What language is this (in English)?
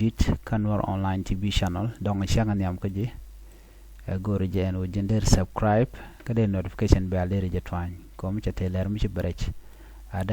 Nuer